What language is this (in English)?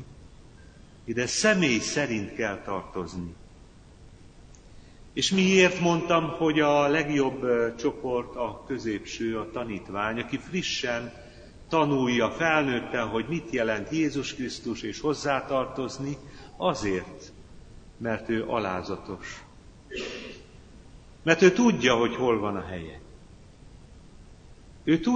Hungarian